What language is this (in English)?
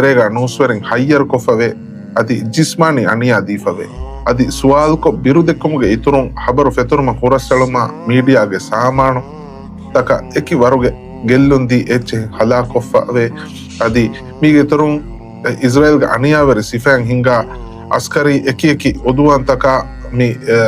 Divehi